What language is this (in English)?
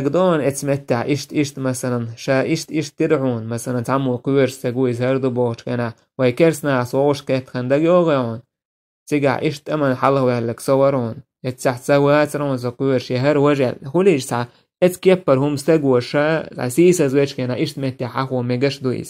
Chechen